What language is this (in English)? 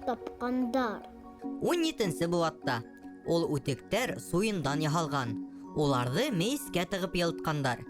Bashkir